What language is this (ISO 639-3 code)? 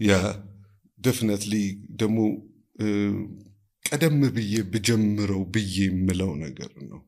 amh